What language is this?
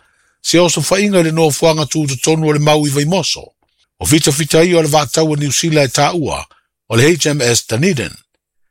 Samoan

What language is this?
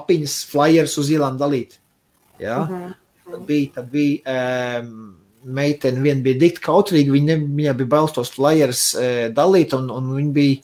Latvian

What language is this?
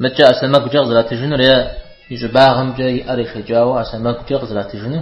Kabardian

